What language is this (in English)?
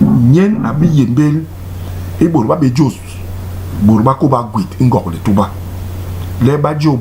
Basaa